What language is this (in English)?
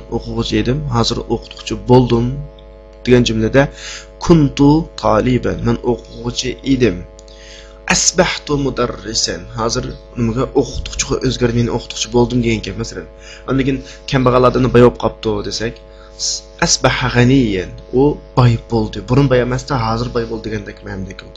Uyghur